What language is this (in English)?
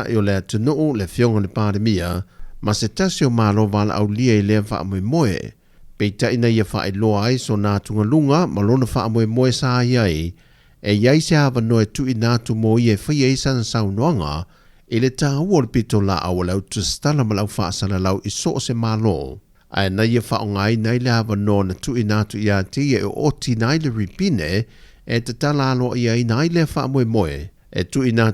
Samoan